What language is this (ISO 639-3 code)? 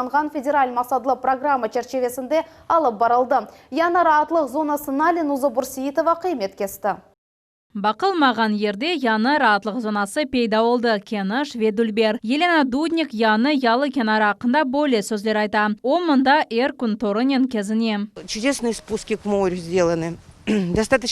crh